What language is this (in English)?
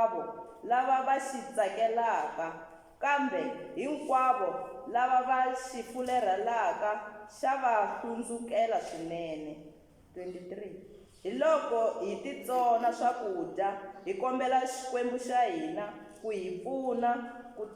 Tsonga